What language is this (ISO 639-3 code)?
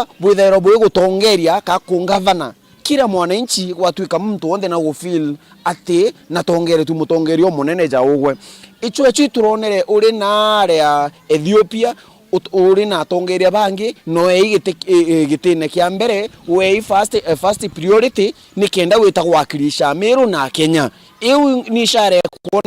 mer